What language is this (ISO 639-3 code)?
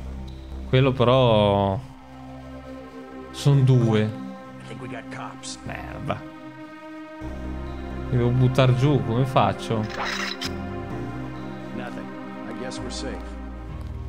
ita